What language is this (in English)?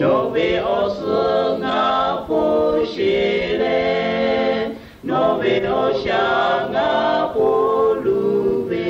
Lahu